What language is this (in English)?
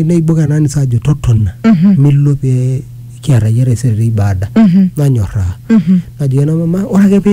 Masai